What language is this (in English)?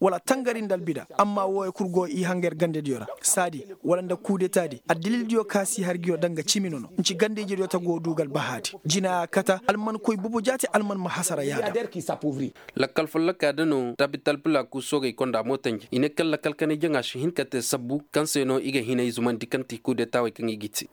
Koyraboro Senni